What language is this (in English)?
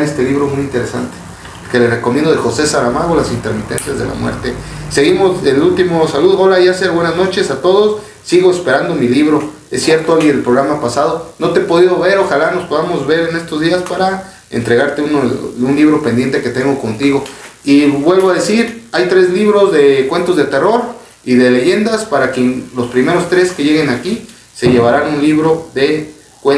Spanish